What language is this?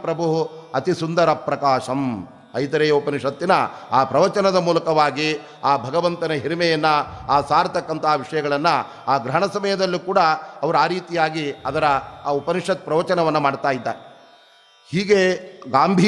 Kannada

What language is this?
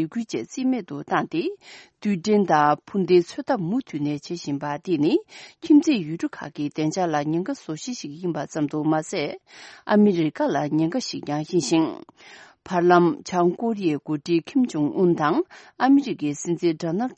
Tibetan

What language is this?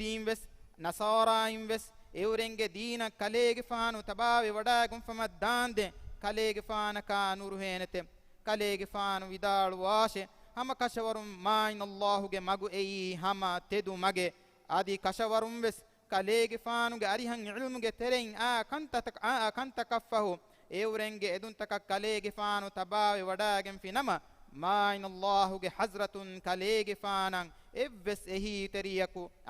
Divehi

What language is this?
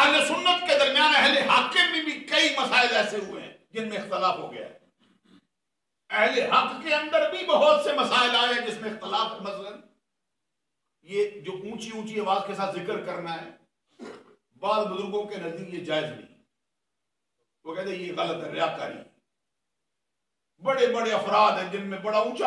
Urdu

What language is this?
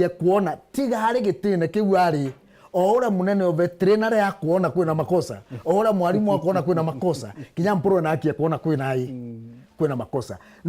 Meru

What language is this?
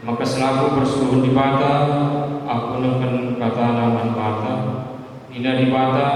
Batak Karo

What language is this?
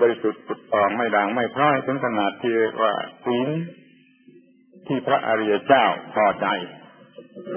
Thai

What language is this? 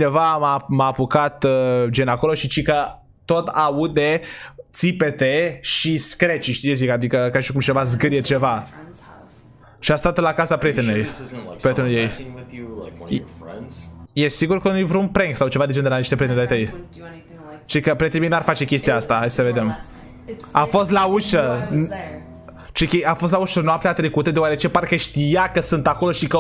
Romanian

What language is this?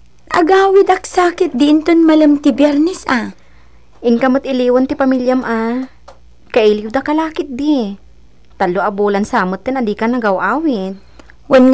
Iloko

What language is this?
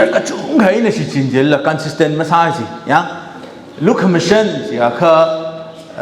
Tangkhul Naga (India)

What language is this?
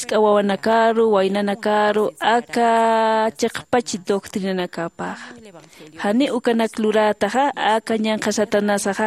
Aymara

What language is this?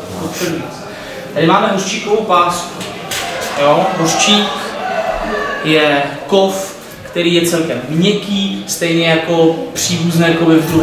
Czech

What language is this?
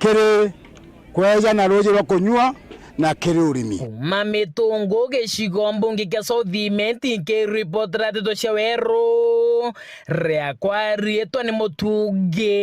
Meru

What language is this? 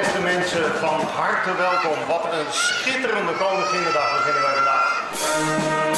Western Frisian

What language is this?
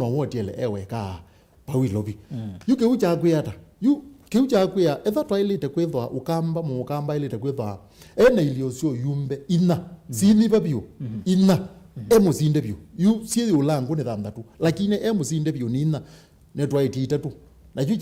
Kamba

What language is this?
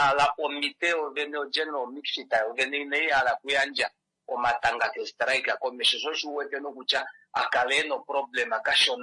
Kuanyama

